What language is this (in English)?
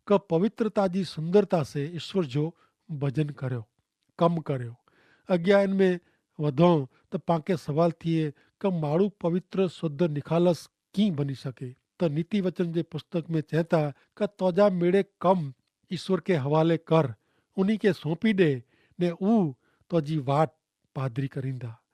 Kachhi